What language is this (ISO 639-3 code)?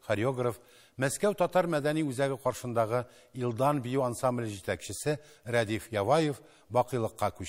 tat